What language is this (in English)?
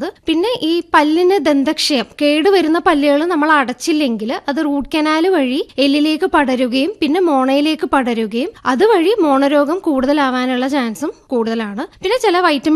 Malayalam